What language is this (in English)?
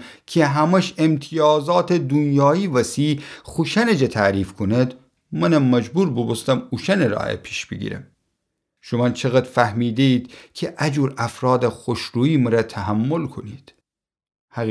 Gilaki